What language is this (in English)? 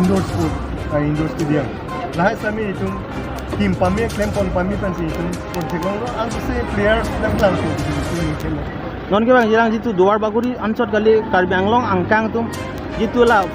Karbi